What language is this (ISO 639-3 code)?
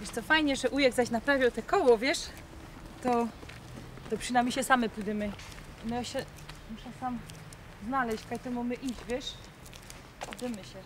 szl